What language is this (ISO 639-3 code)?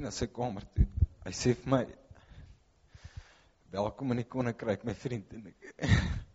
afr